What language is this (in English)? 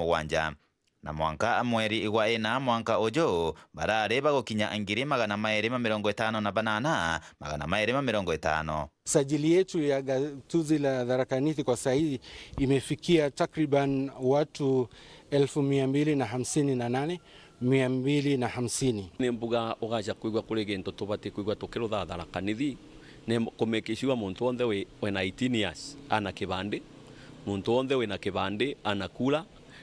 Meru